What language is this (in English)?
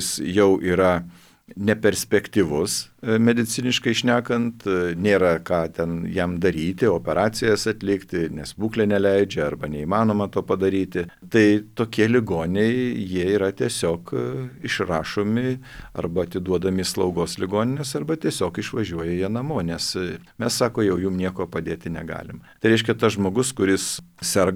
Lithuanian